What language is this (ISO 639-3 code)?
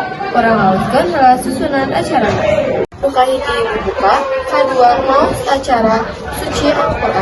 sun